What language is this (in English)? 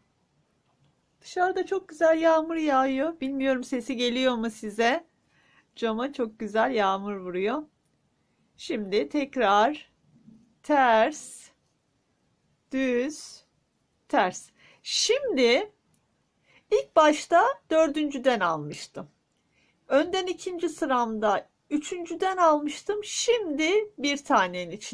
Turkish